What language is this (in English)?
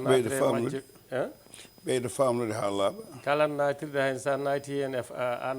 Fula